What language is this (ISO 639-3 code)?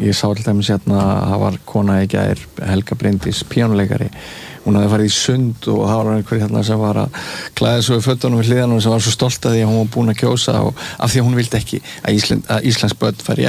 isl